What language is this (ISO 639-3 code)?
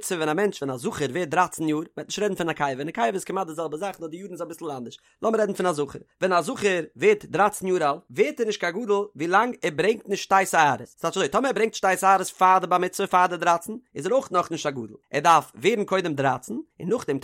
yid